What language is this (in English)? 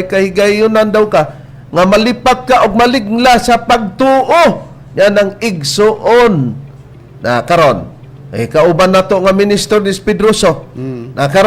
Cebuano